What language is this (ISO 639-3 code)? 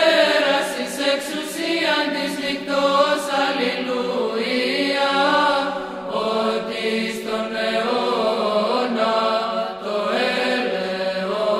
ell